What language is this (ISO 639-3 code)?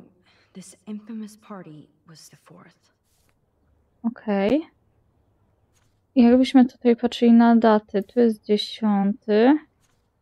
pol